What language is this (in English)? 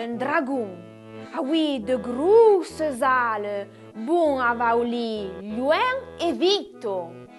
Arpitan